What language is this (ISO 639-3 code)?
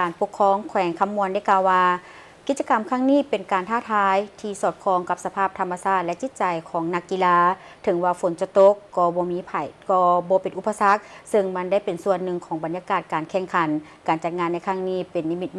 lao